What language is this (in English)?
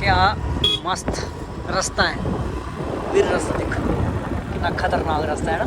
Dogri